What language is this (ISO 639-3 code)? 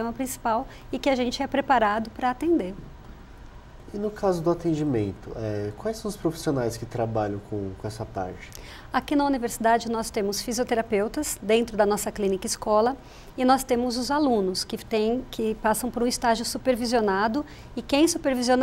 por